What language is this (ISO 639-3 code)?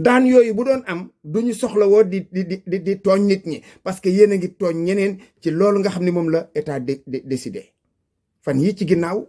wol